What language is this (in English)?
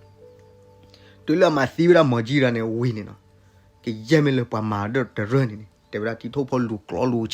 S'gaw Karen